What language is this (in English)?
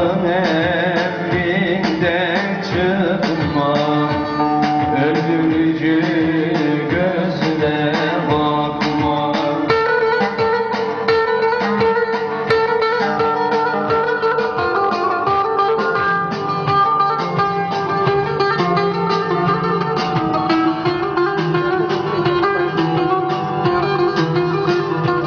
Turkish